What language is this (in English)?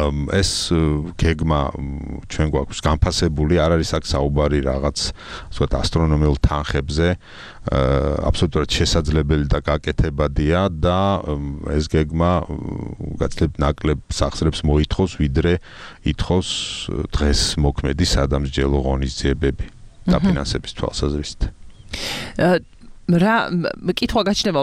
Georgian